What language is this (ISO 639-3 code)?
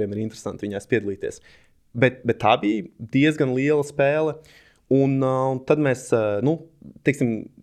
lav